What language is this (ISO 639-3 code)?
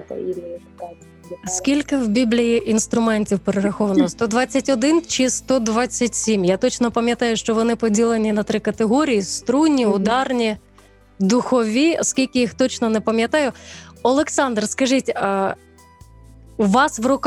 ukr